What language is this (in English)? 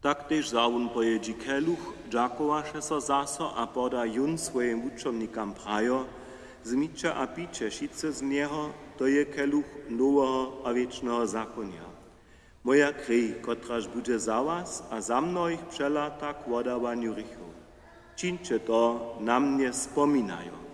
Upper Sorbian